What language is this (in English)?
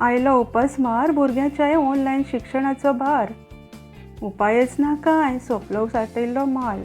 Konkani